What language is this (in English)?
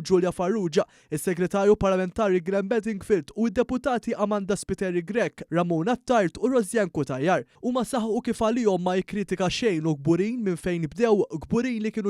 Maltese